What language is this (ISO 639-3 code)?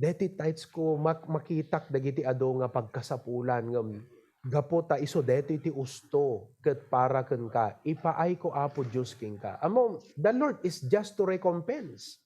ilo